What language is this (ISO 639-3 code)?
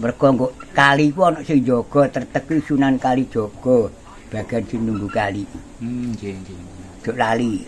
jav